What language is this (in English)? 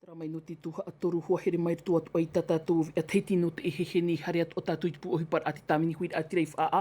Tahitian